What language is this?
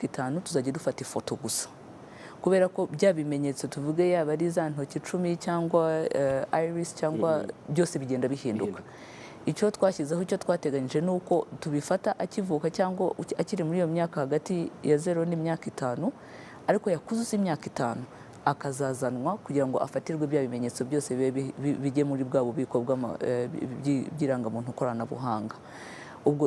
Kinyarwanda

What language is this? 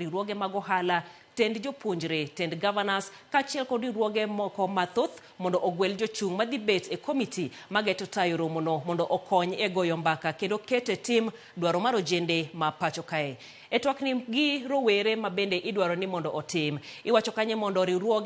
Luo (Kenya and Tanzania)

